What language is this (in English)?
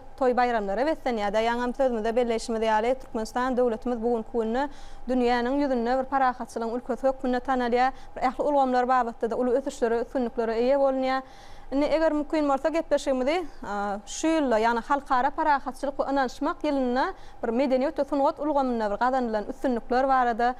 Turkmen